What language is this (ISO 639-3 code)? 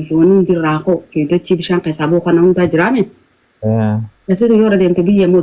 orm